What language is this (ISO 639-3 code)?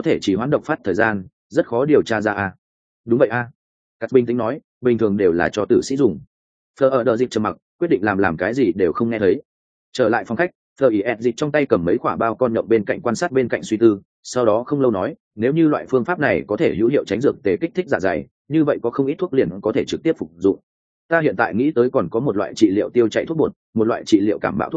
vie